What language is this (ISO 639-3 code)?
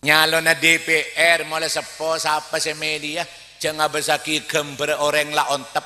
mad